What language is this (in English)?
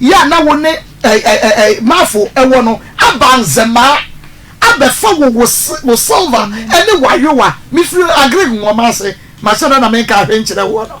Akan